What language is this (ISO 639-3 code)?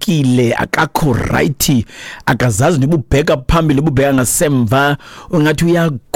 xho